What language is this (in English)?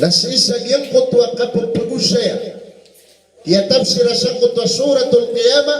Maranao